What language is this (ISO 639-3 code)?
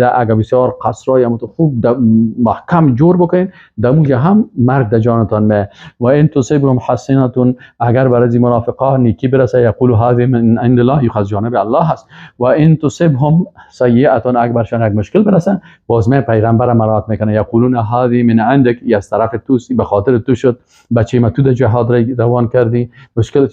fas